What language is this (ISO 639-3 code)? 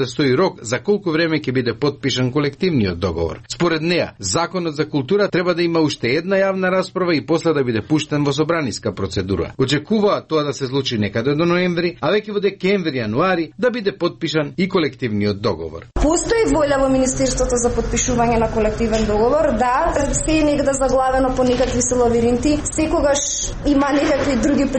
mkd